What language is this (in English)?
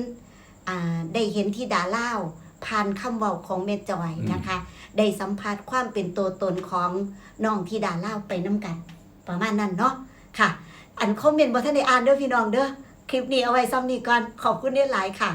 Northeastern Thai